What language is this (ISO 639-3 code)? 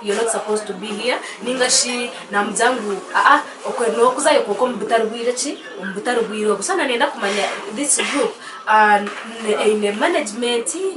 nyn